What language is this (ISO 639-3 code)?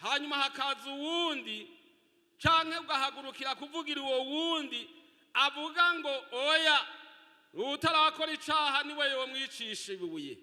run